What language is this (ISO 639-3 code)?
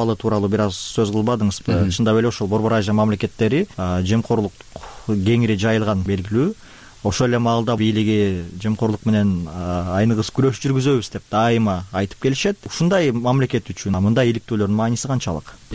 kir